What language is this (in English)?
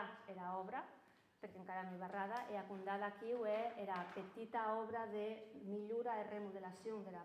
Occitan